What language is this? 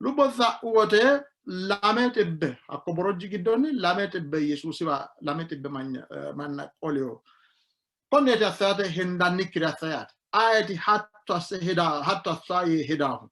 Sidamo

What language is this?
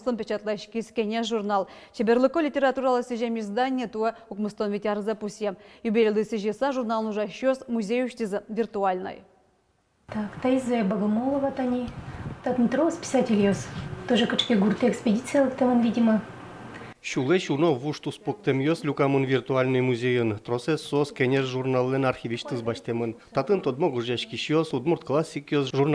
Udmurt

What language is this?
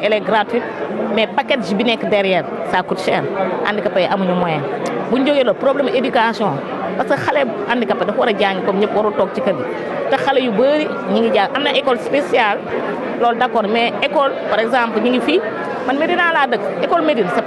Wolof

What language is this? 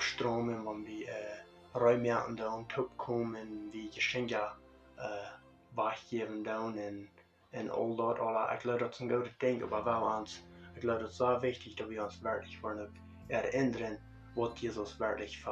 Plautdietsch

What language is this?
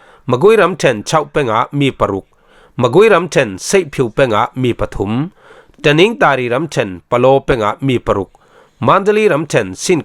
Falam Chin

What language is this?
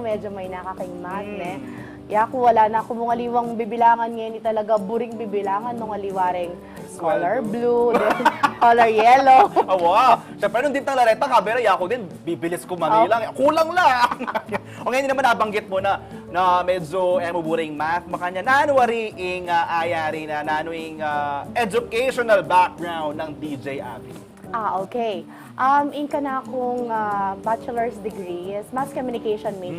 Pampanga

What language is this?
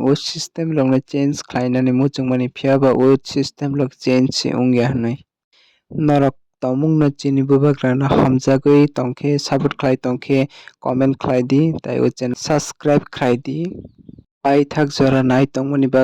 Kok Borok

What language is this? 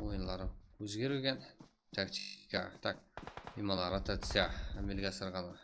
Kara-Kalpak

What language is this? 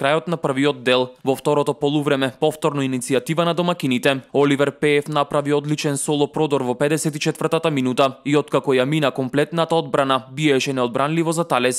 Macedonian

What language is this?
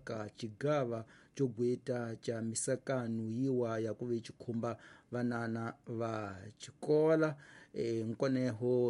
Tsonga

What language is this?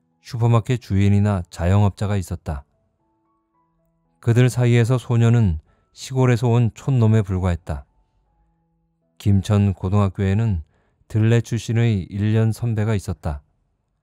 Korean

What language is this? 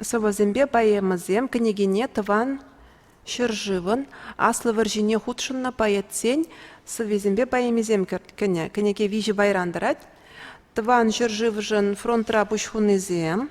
Chuvash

